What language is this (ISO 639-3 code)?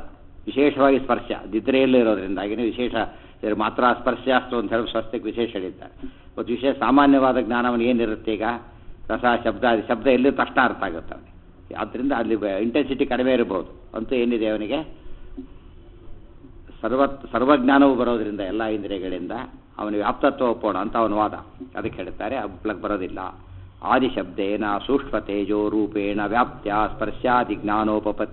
kan